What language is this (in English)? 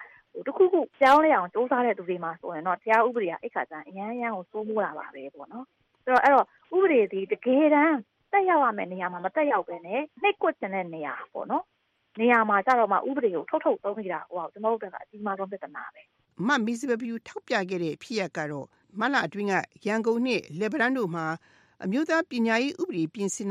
Burmese